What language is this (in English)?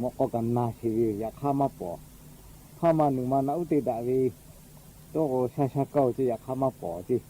Lahu